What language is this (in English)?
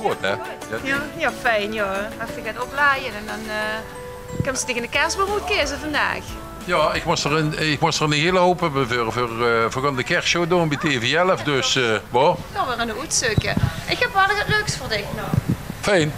Limburgish